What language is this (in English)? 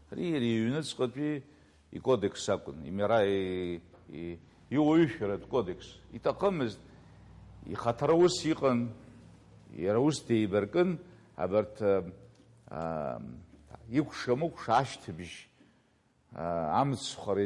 Abkhazian